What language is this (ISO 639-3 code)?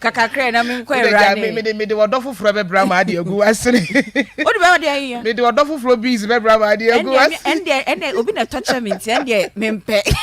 aka